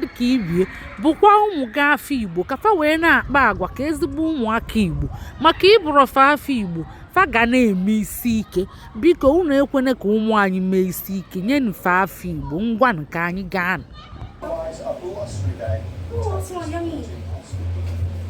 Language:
Igbo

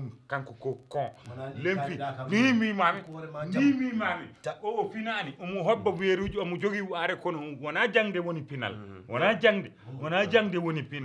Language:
Fula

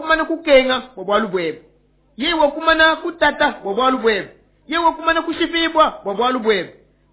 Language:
Luba-Lulua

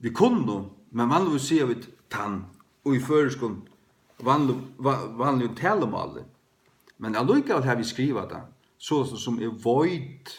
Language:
Faroese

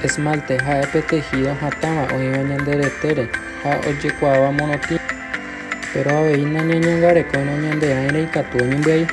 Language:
Guarani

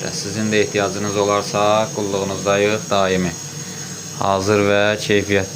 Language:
Azerbaijani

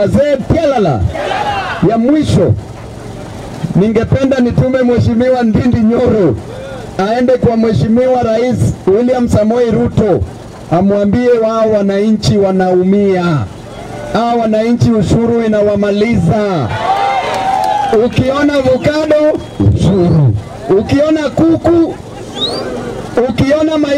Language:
Swahili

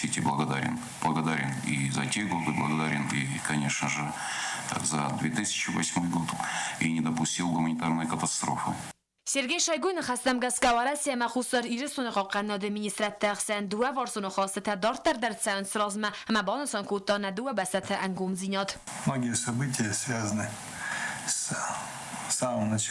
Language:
Ossetic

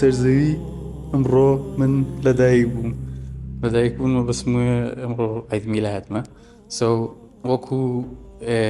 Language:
Central Kurdish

